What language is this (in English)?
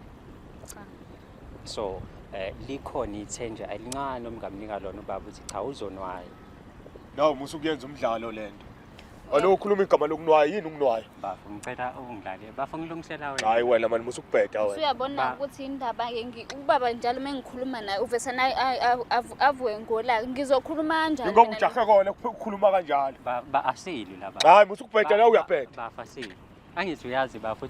Zulu